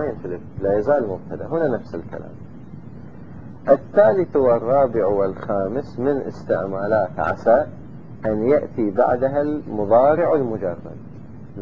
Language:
Arabic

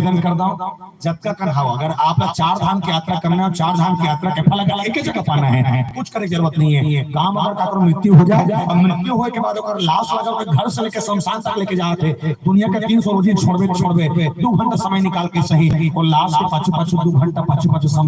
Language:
Chhattisgarhi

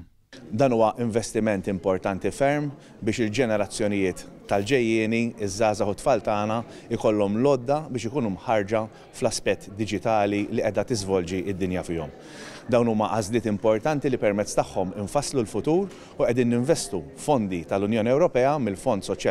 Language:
Maltese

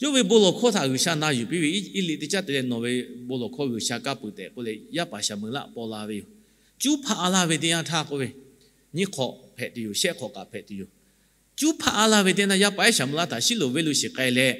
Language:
Lahu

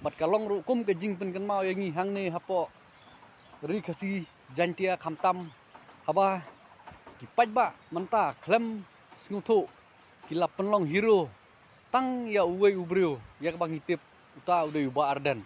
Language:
Khasi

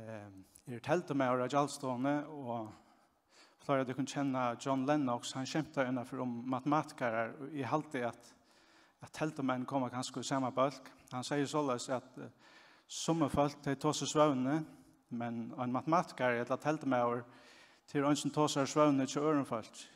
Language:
Faroese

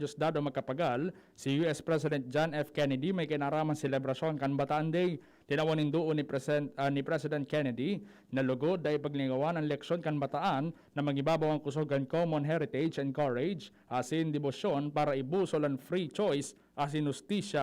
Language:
Bikol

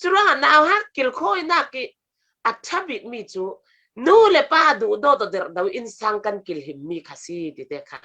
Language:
Falam Chin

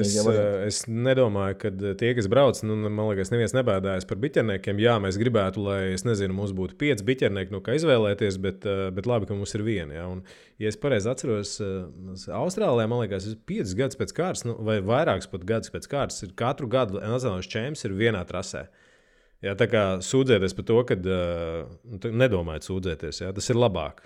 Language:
Latvian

